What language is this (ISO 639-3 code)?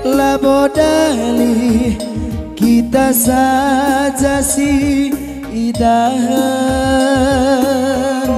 btx